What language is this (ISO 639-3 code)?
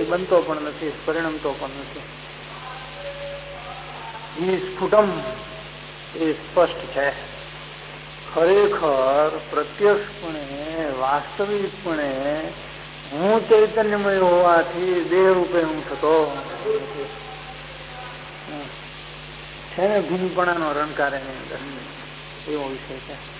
guj